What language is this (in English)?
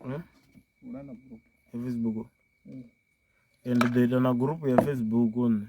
Venda